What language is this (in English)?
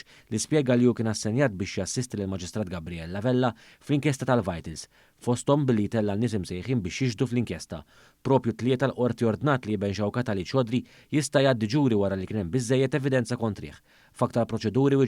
Maltese